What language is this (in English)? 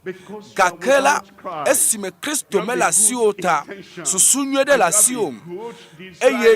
Ewe